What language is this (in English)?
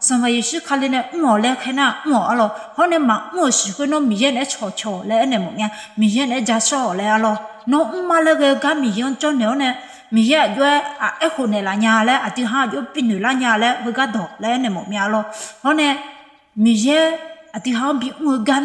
Akha